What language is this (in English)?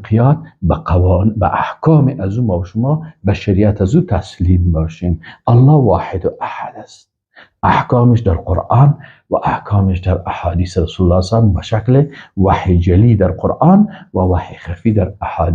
Persian